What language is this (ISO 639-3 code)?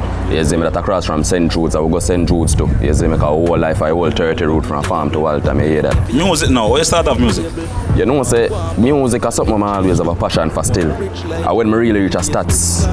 jam